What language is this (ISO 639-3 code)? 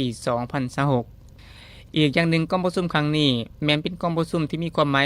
lao